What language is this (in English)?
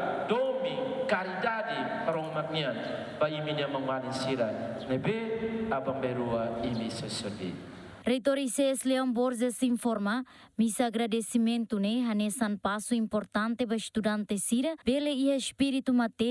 Tetum